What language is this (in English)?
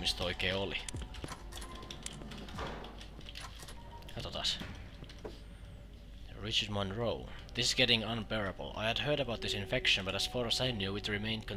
Finnish